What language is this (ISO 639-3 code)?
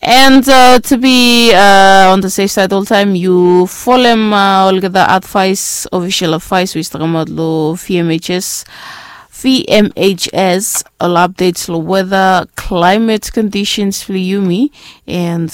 bis